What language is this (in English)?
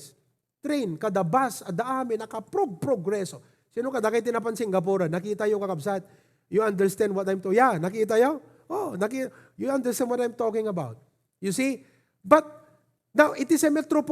Iloko